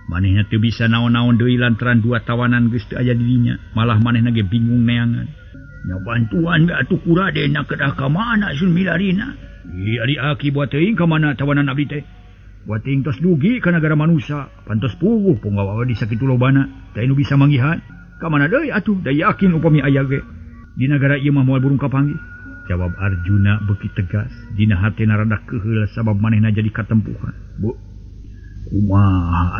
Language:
Sundanese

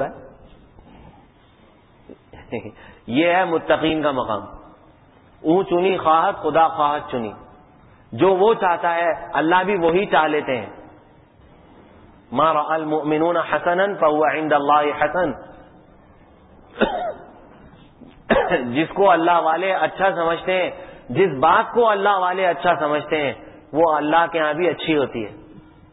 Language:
Urdu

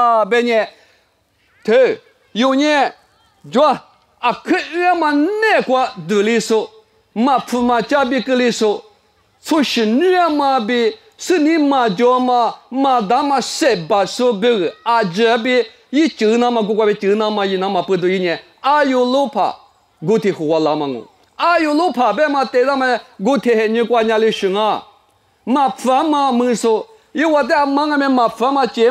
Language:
Lisu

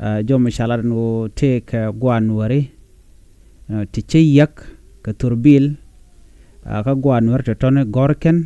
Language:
Nuer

